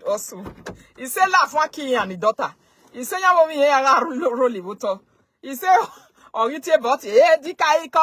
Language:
Nigerian Pidgin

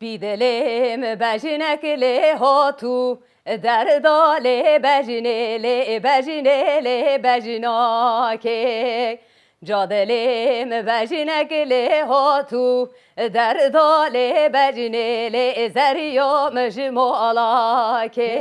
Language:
Kurdish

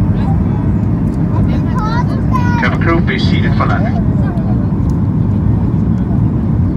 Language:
Swedish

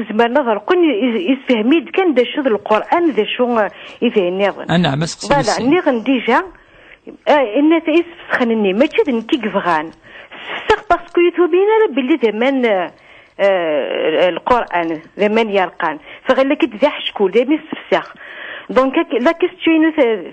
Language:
Kabyle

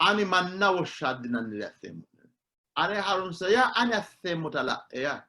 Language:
Sidamo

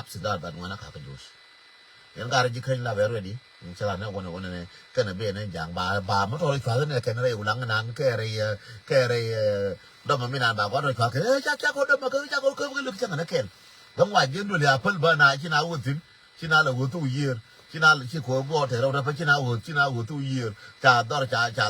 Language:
Nuer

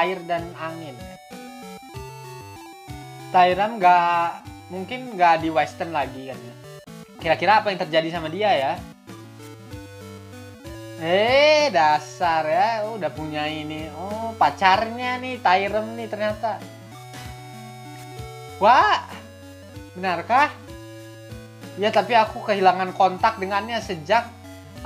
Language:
Indonesian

